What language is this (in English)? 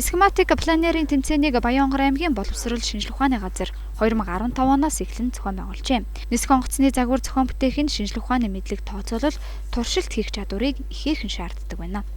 Mongolian